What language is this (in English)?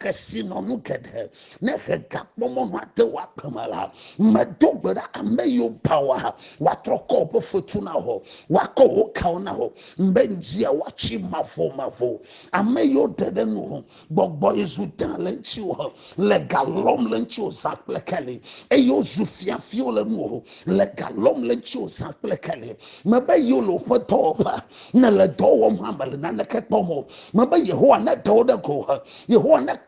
Ewe